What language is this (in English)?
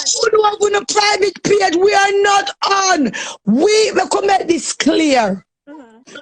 Jamaican Creole English